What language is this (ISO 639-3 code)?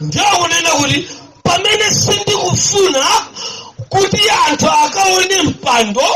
nya